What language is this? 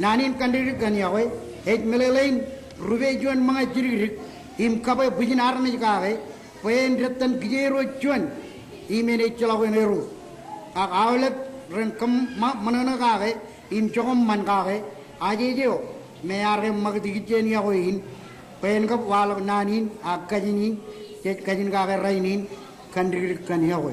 Marshallese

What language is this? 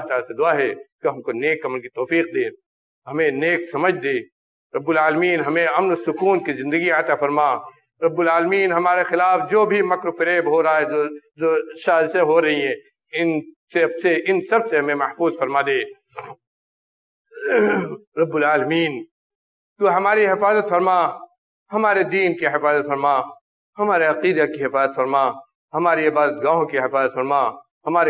Urdu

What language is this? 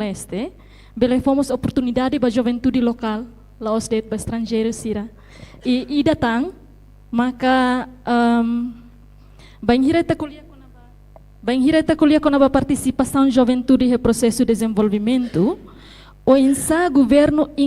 Tetum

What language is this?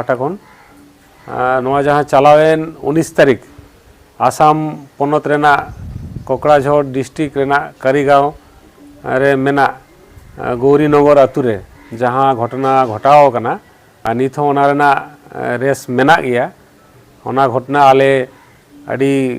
Santali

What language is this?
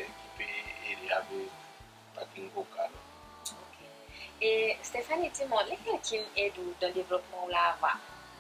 Seselwa Creole French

